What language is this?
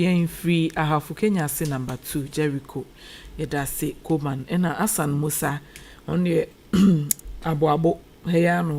Akan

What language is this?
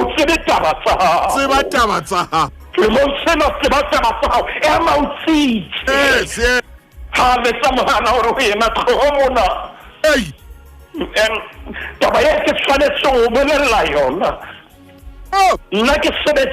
Southern Sotho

